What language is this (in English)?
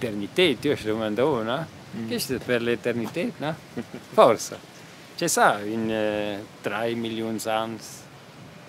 Romansh